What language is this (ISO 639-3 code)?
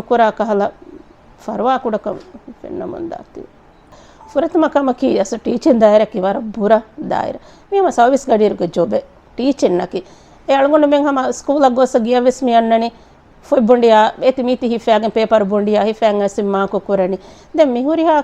div